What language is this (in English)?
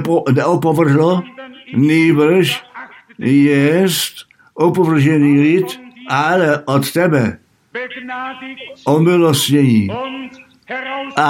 Czech